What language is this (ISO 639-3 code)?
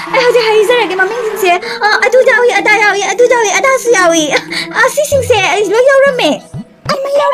mni